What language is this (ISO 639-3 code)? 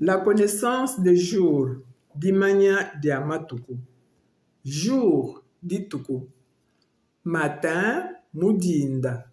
lua